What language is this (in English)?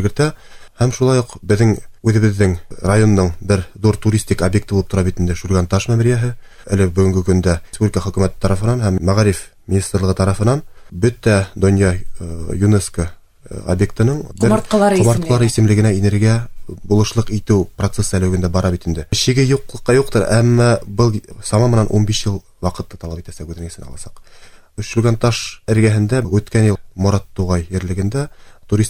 Bashkir